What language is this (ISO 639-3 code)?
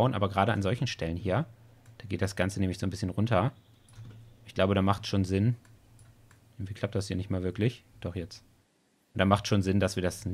deu